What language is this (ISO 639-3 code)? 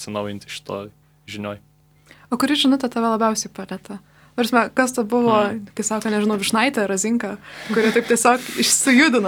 lit